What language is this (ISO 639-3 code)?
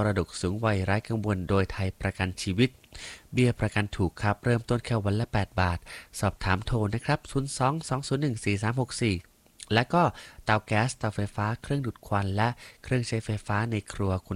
tha